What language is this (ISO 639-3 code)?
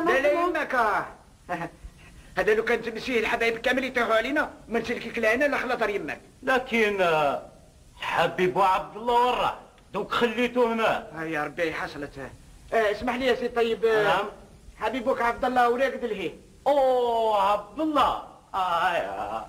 arq